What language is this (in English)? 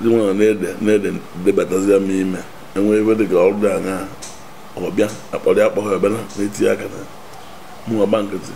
Igbo